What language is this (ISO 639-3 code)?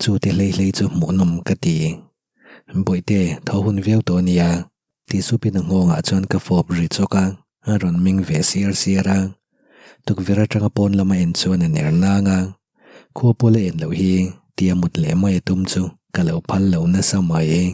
lus